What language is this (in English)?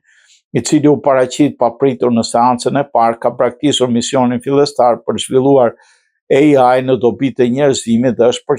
Albanian